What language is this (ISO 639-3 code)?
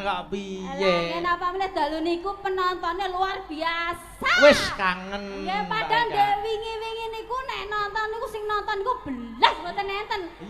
jav